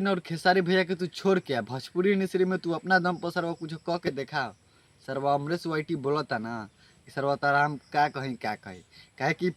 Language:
Bhojpuri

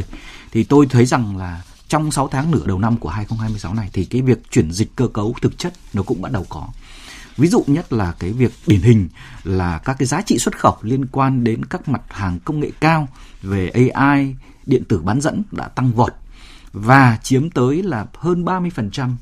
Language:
Vietnamese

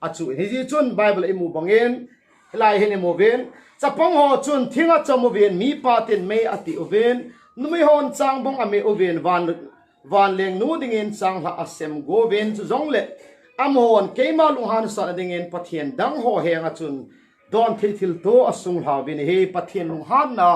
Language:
Thado Chin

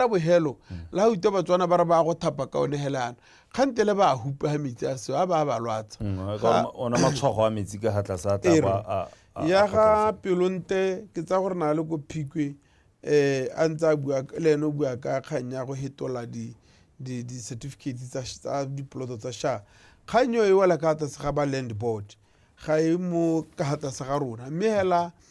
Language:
Tswana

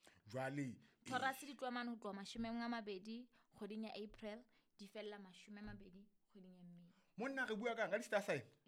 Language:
Southern Sotho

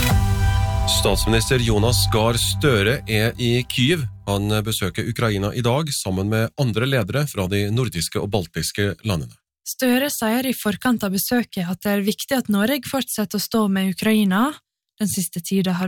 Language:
Norwegian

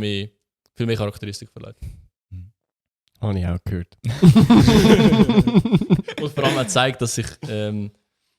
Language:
Swiss German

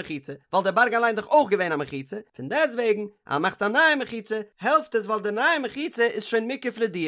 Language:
Yiddish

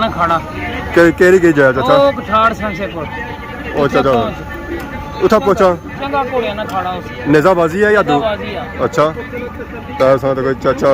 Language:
Pahari-Potwari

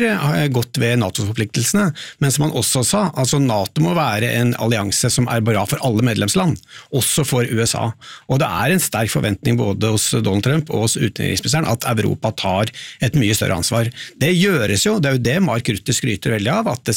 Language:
Norwegian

